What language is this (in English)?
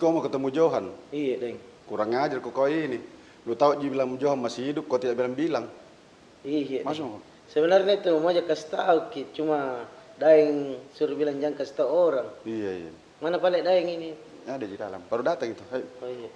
Makassar Malay